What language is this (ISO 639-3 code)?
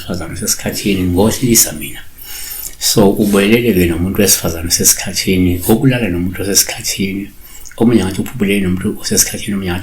zul